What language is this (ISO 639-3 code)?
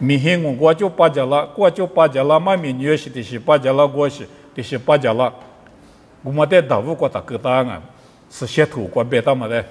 lis